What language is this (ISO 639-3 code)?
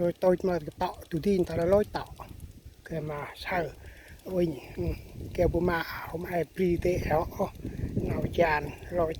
cmo